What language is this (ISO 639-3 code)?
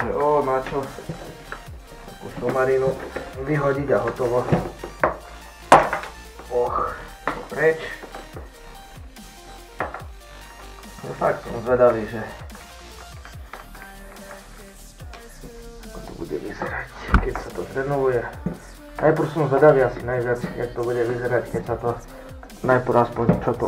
slk